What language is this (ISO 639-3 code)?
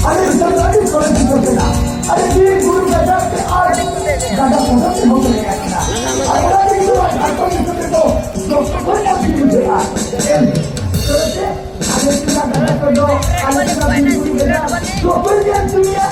sat